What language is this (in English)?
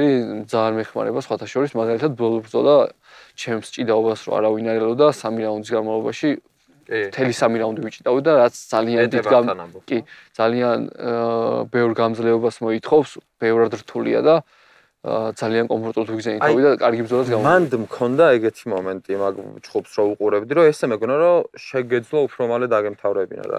Georgian